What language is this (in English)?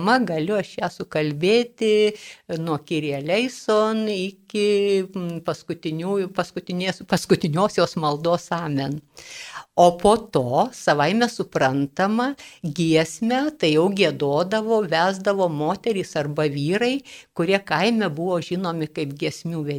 Lithuanian